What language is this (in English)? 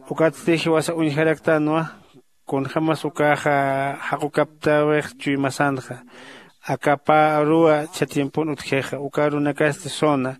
Aymara